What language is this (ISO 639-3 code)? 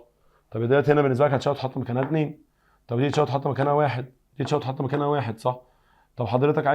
arz